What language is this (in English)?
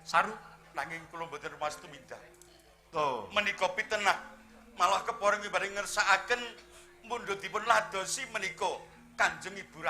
Javanese